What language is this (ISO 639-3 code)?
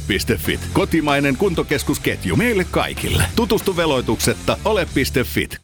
fin